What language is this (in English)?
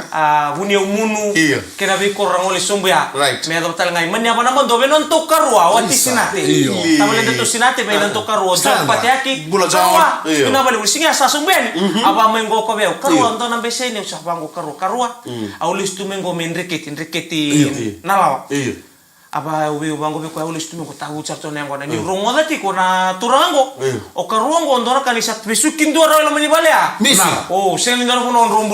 Fijian